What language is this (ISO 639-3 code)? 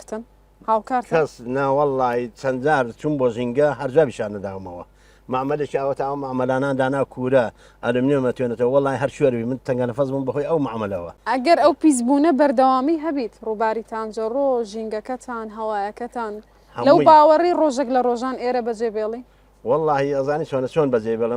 ckb